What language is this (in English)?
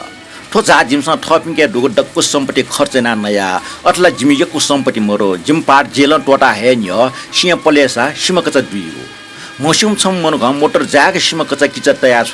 Newari